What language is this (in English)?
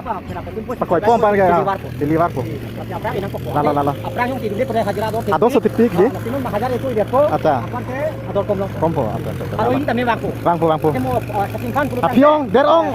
Karbi